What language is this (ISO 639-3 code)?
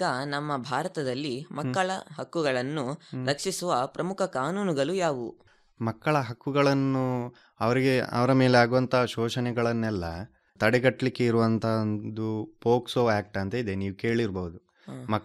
kan